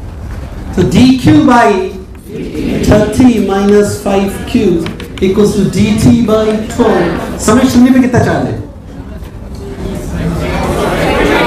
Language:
Hindi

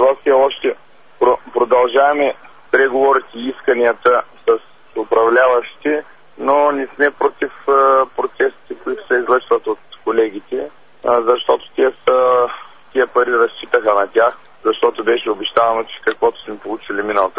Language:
Bulgarian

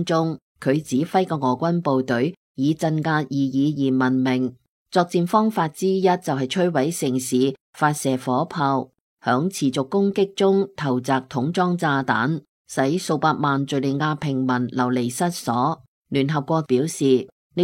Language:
Cantonese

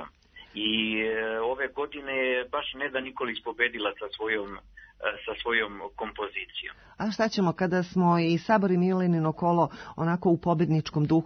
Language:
Serbian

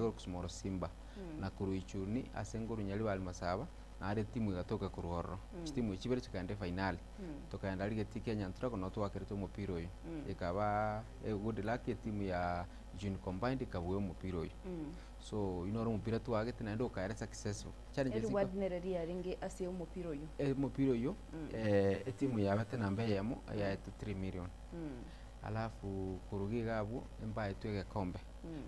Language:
Gusii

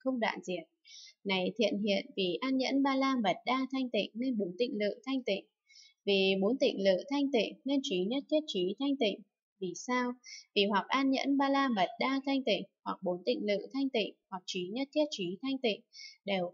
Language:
Vietnamese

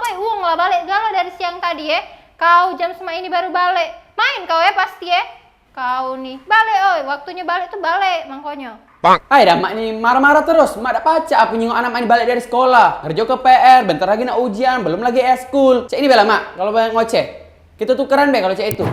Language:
Musi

